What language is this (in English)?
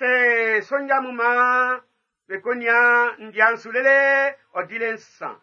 Baoulé